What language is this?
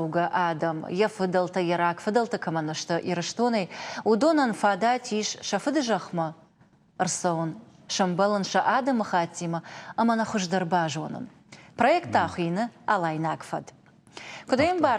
Ossetic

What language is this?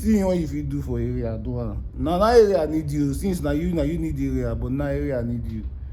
Nigerian Pidgin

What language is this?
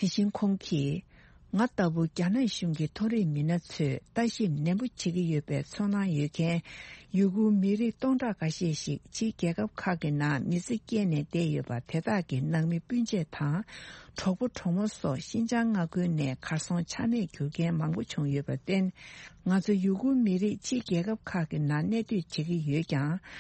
Tibetan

